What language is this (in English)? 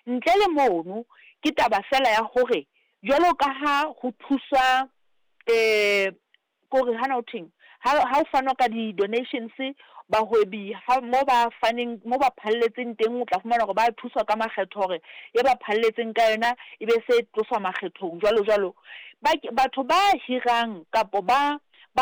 Southern Sotho